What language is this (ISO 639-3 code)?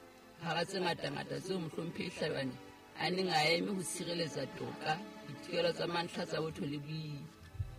sot